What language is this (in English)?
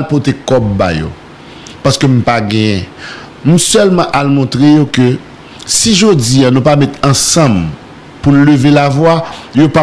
Haitian Creole